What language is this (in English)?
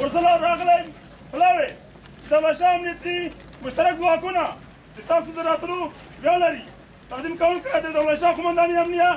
Pashto